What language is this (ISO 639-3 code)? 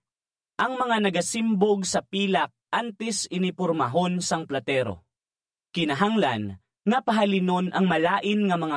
hil